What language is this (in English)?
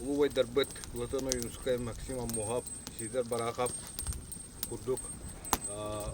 Yakut